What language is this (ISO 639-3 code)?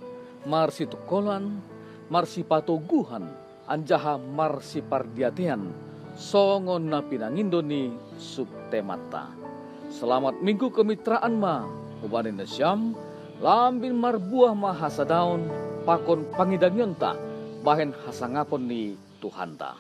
bts